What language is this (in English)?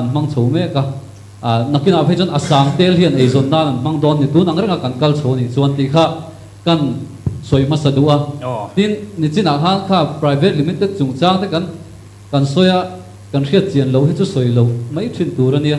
Mizo